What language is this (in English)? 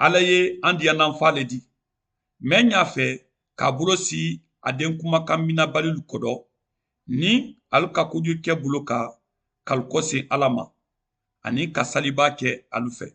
Mandingo